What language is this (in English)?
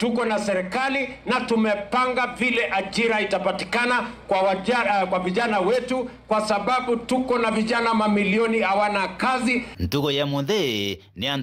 Meru